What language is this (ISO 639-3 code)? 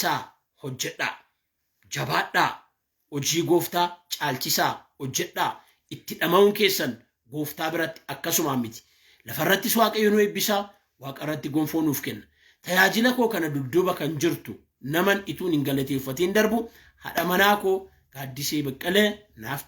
orm